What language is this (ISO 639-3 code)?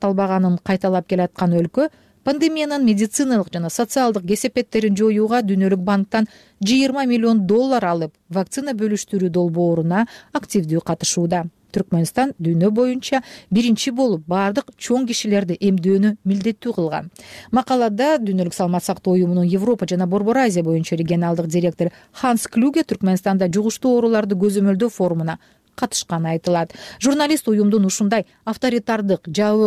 kir